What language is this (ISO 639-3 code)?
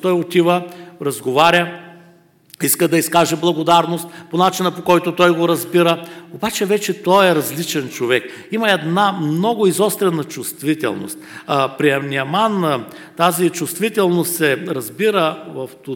bul